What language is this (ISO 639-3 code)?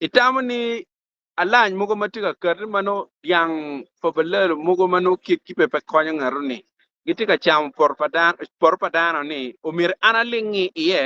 ach